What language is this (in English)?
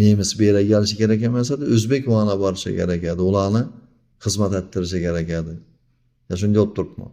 Uzbek